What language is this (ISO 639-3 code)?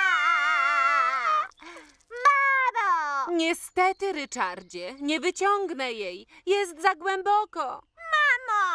pol